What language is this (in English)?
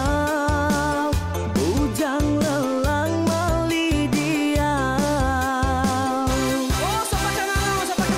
Iban